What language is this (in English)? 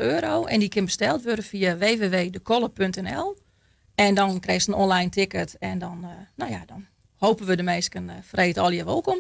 Western Frisian